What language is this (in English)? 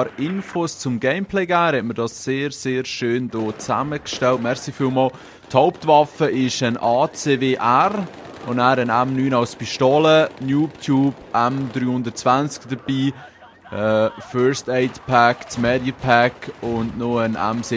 Swiss German